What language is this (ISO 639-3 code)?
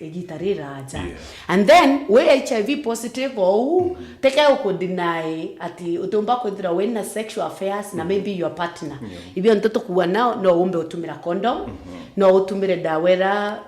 mer